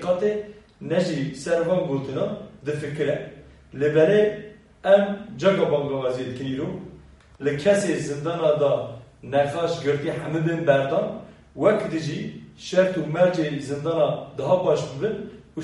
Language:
Kurdish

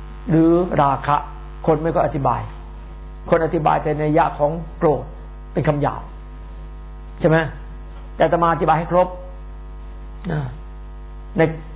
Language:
Thai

